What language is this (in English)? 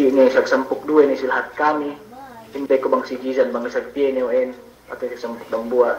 Yakan